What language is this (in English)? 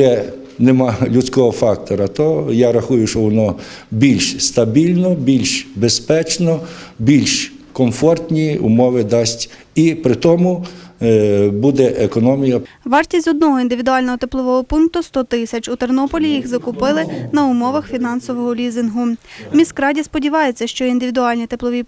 Ukrainian